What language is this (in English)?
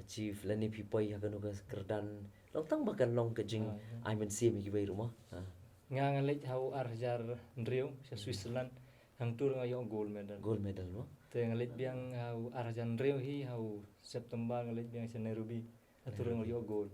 Khasi